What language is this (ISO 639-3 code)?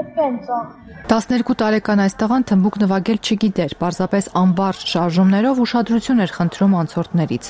hye